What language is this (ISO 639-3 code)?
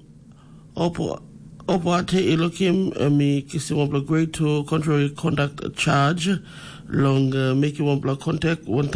tpi